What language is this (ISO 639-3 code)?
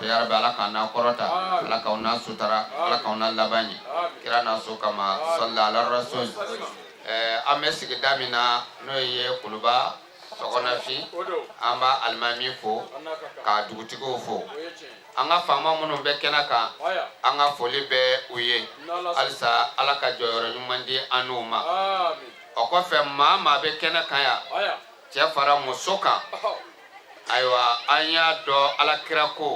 bam